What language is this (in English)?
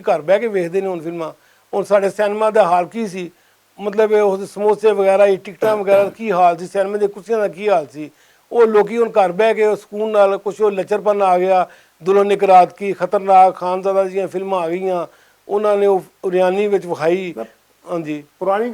Western Panjabi